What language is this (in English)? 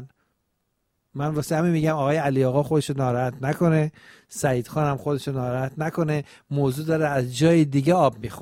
Persian